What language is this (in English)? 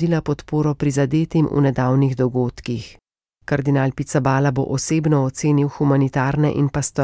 Slovenian